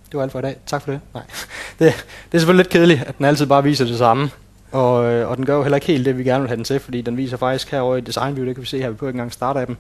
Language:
Danish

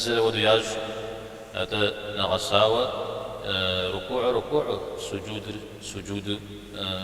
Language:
Kabardian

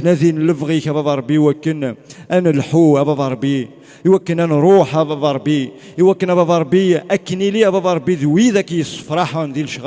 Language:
Kabyle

